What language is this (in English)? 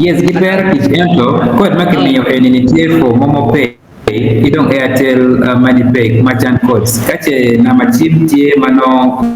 Acoli